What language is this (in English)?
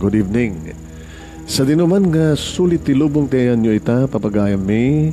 Iloko